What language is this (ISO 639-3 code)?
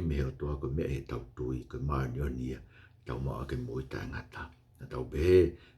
ton